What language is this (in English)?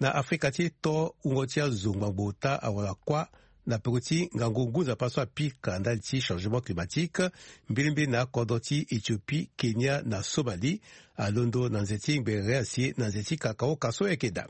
Sango